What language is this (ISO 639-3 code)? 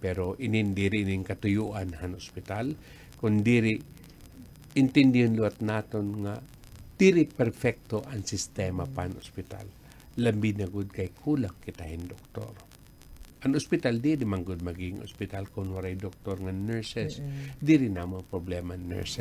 war